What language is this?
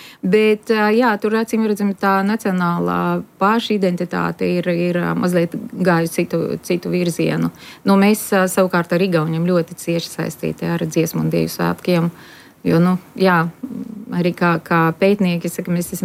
Latvian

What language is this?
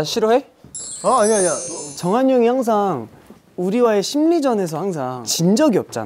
Korean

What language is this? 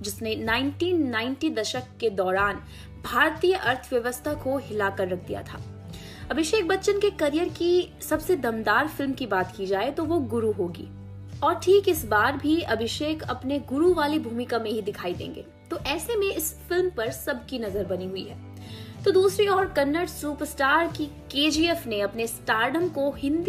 Hindi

